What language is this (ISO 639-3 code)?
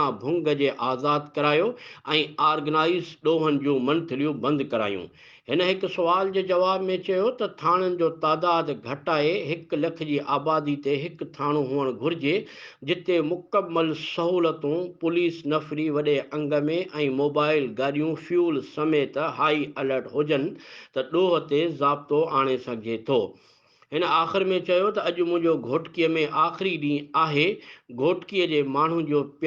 snd